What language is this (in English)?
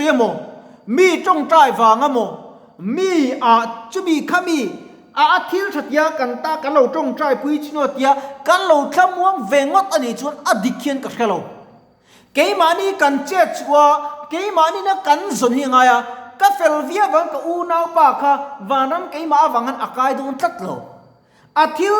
Mizo